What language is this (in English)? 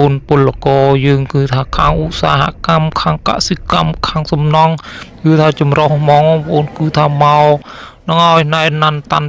Khmer